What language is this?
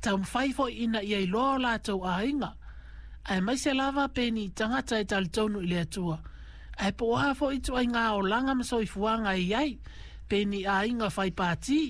Samoan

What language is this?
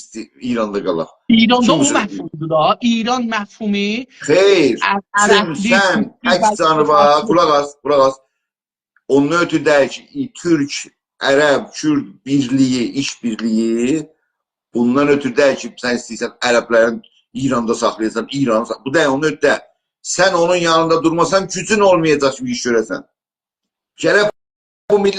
South Azerbaijani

